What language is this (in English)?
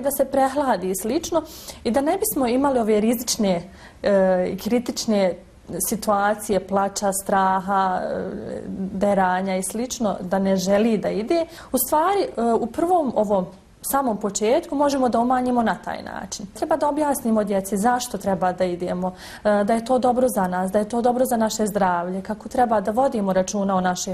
Bosnian